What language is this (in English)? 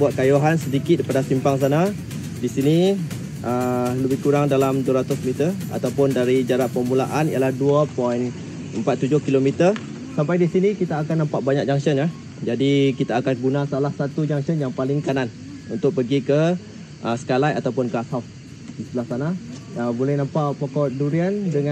Malay